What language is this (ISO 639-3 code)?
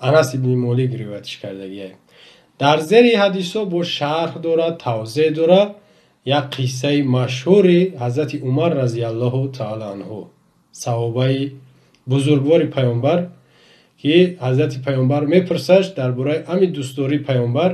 tgk